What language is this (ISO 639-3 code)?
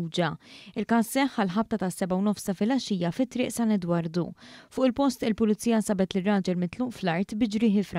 mlt